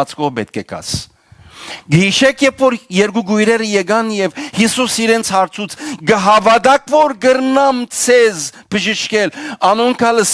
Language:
Western Armenian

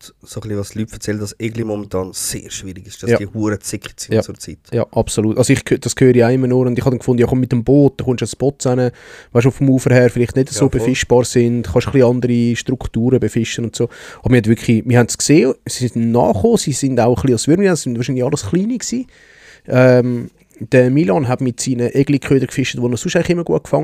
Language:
Swiss German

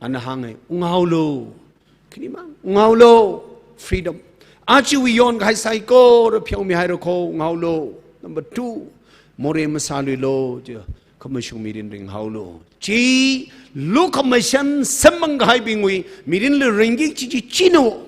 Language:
Tangkhul Naga (India)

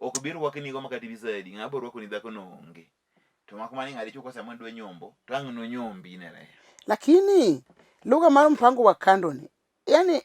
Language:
Luo (Kenya and Tanzania)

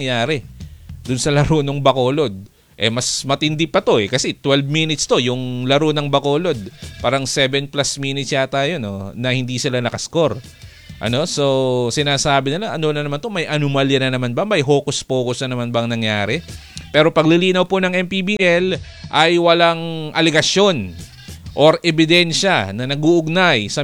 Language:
Filipino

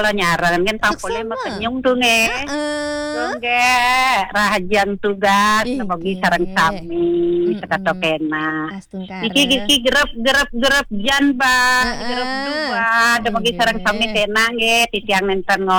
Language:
Balinese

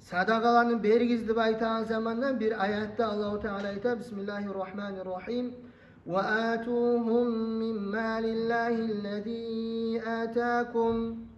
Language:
Kumyk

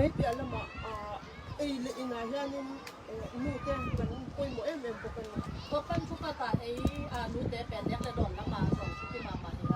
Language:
Tedim Chin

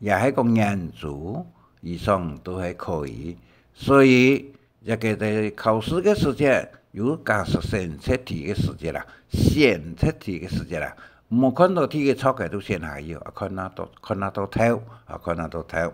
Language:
Hakka Chinese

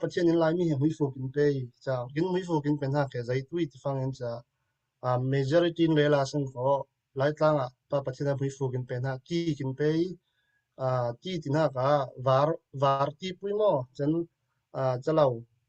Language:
Falam Chin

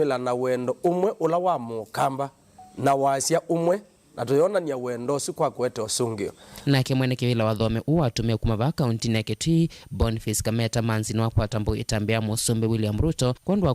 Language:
Kamba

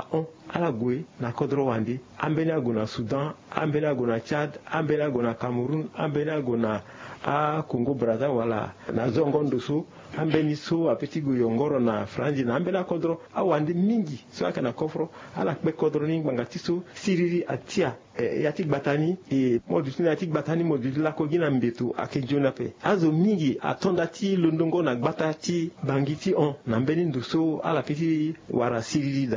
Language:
Sango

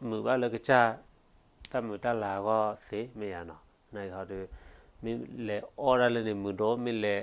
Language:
S'gaw Karen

